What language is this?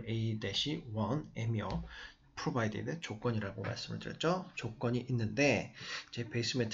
Korean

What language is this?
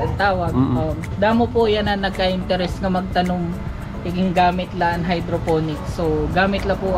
Waray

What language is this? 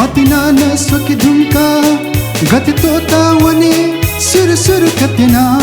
Newari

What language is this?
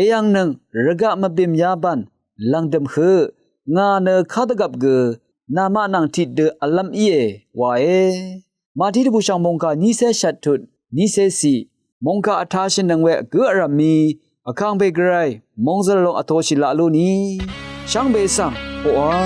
Rawang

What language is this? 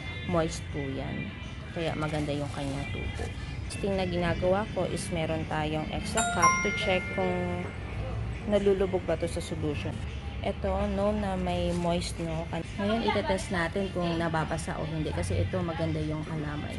Filipino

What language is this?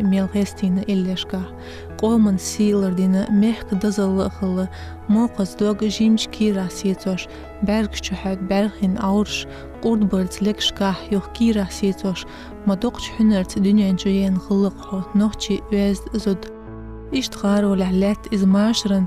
Chechen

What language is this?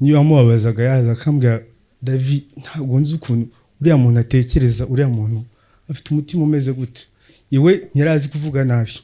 Kinyarwanda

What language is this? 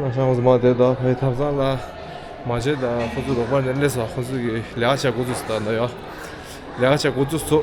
Tibetan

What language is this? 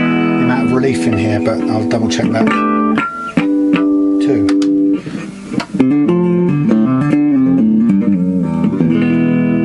English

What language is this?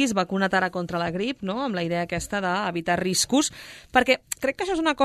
Catalan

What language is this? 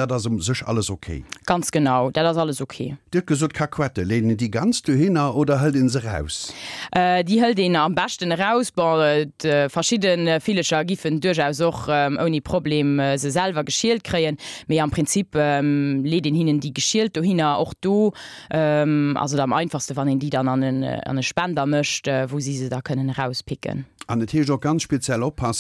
Luxembourgish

